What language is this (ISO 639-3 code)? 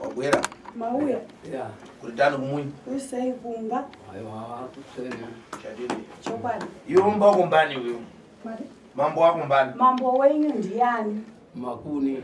sna